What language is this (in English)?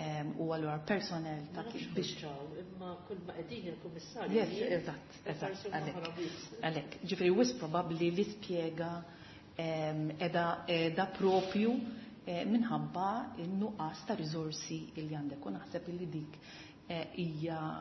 Maltese